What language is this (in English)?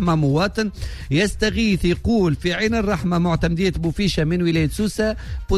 Tunisian Arabic